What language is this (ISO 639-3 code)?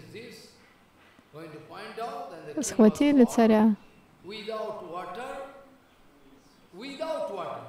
rus